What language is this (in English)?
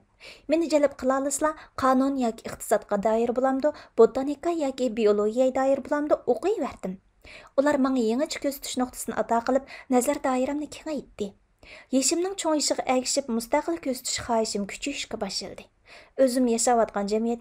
Uyghur